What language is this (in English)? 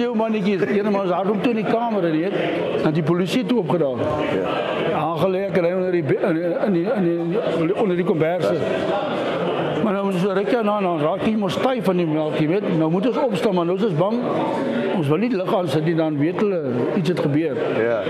Afrikaans